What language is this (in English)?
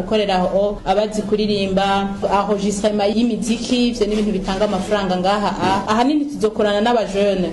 Rundi